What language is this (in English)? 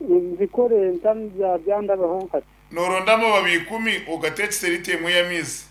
Nyankole